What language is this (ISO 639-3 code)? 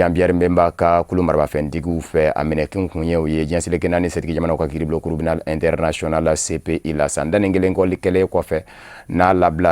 bam